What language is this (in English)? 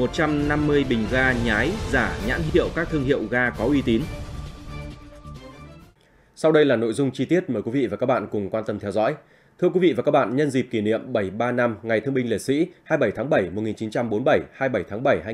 Vietnamese